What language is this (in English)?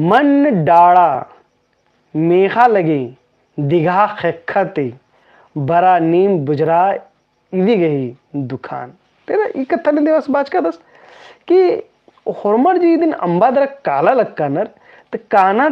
Kurukh